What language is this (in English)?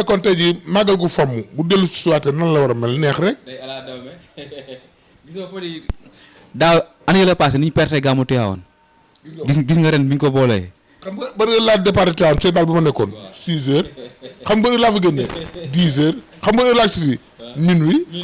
Wolof